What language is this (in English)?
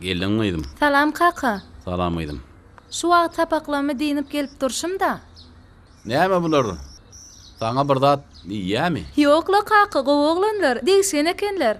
Turkmen